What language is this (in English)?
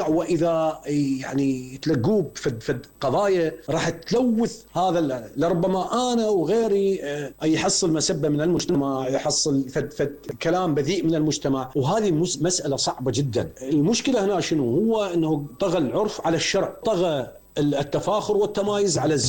Mesopotamian Arabic